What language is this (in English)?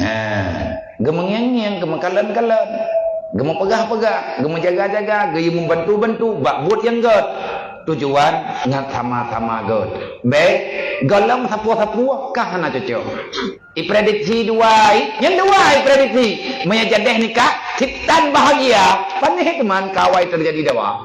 Achinese